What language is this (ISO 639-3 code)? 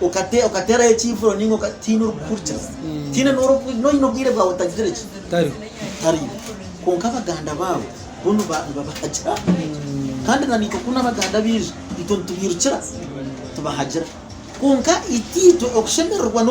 nyn